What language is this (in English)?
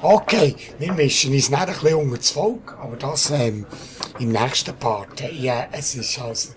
Swiss German